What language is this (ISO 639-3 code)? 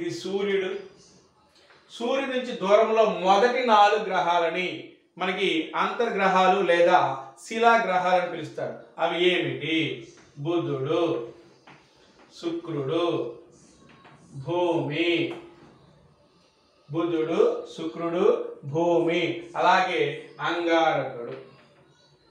tel